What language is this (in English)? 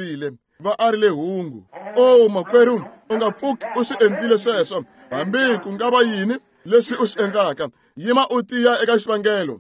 Tsonga